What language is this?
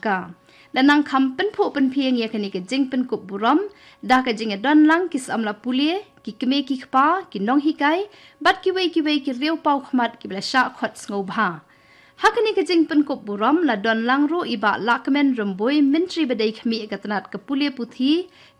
Khasi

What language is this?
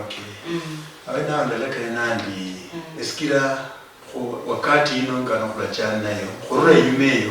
Luyia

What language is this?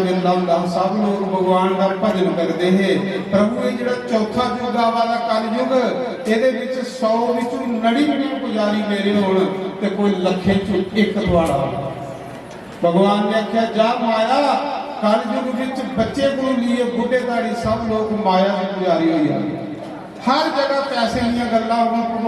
Dogri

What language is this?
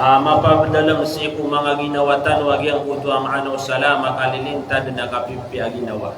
Maranao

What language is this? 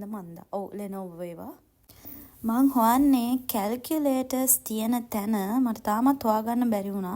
Sinhala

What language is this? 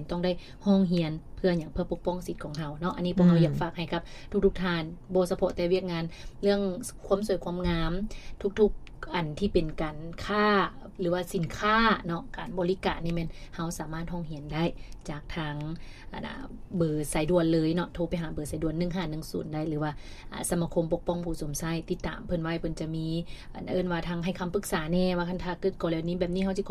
Lao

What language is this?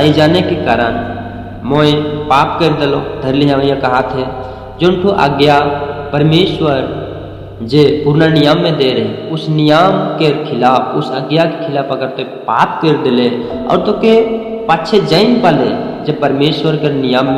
Sadri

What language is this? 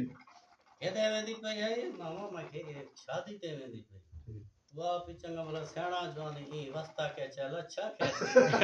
Saraiki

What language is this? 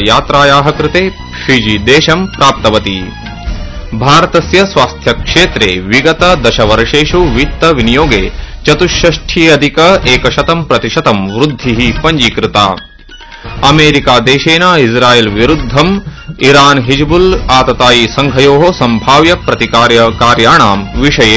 Sanskrit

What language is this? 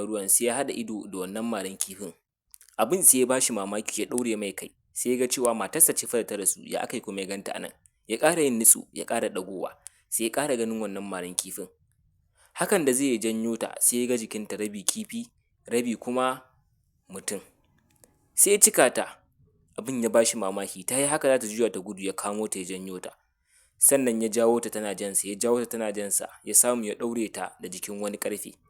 Hausa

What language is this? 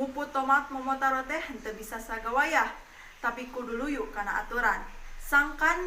Sundanese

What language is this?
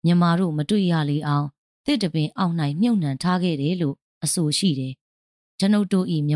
Burmese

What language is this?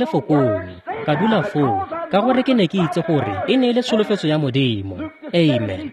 Tswana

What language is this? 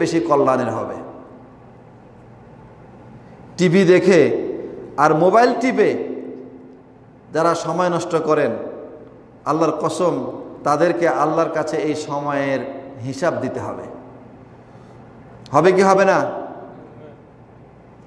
Bangla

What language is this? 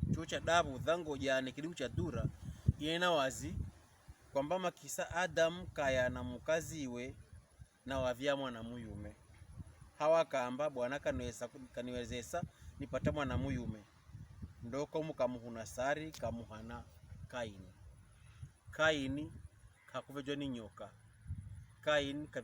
Pokomo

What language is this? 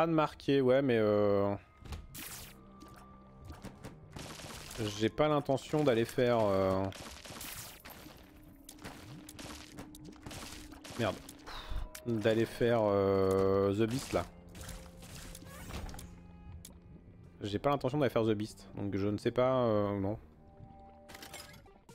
French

